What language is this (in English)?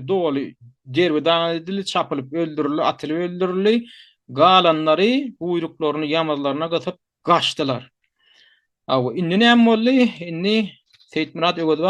Turkmen